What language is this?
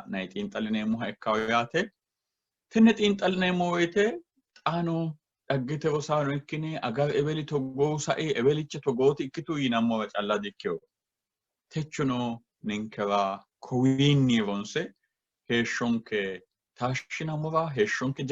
Sidamo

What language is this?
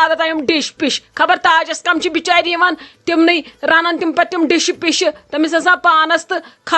Kashmiri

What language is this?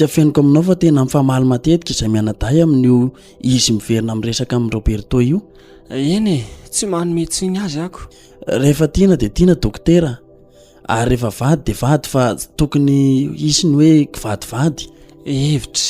Malagasy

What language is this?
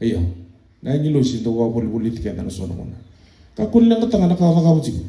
Fijian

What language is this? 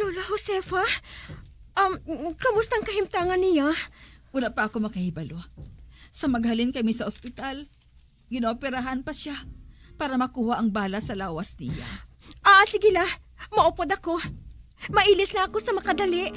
Hiligaynon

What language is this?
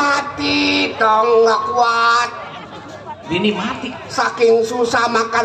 Betawi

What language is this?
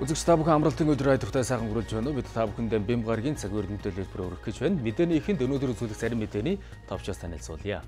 Mongolian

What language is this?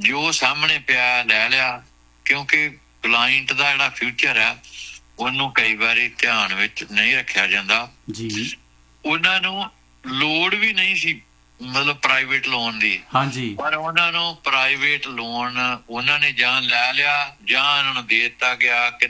Punjabi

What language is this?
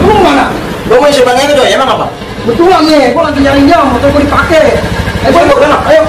Betawi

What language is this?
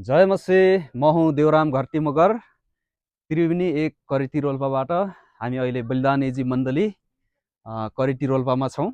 Nepali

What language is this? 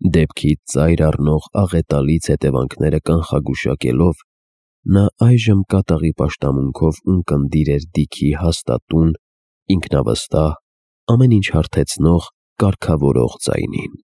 Armenian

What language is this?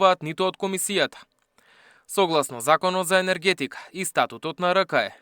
Macedonian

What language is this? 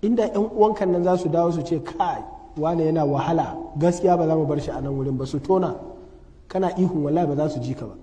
Hausa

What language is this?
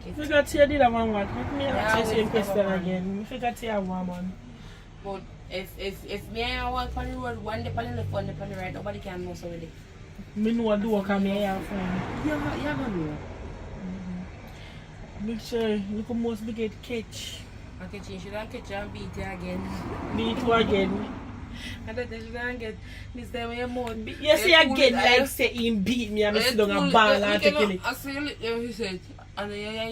Jamaican Creole English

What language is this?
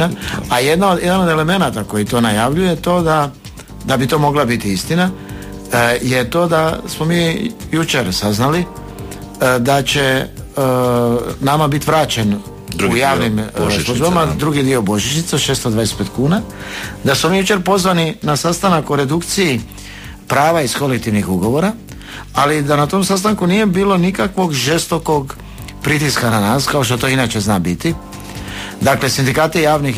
Croatian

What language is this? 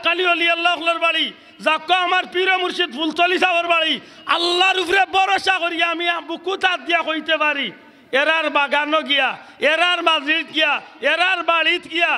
Sylheti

